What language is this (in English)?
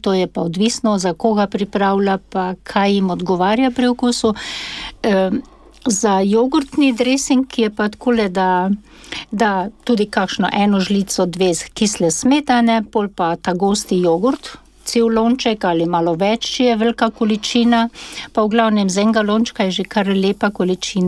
Slovenian